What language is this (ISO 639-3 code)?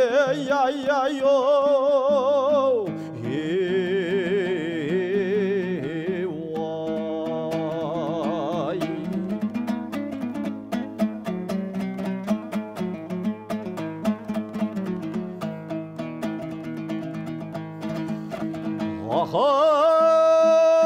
kaz